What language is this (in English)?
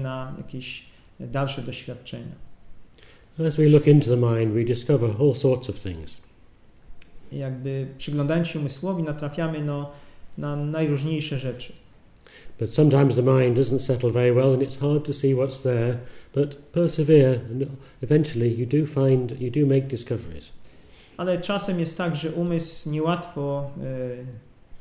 Polish